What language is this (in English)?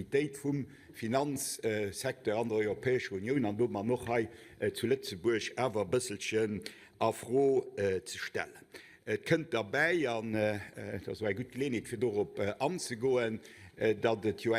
Luxembourgish